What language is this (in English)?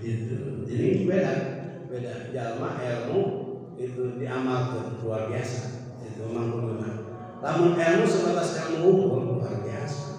Sundanese